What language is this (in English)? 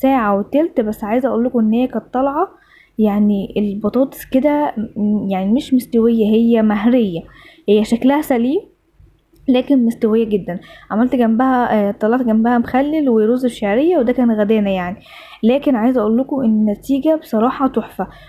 Egyptian Arabic